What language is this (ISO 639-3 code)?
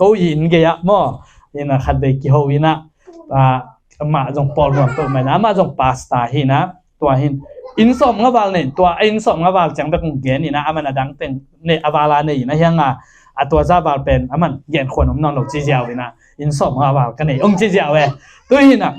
ctd